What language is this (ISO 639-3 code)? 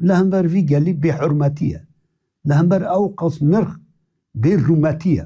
kur